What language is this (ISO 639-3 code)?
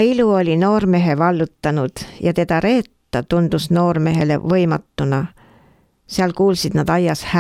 est